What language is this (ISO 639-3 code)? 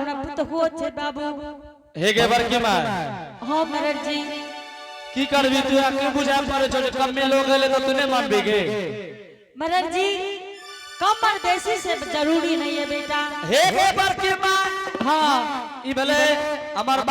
anp